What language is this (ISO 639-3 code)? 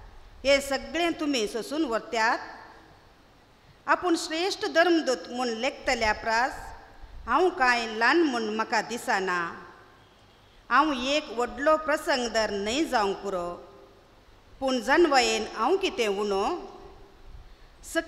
kok